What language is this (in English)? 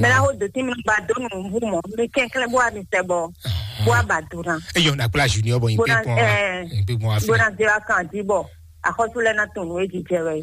Fon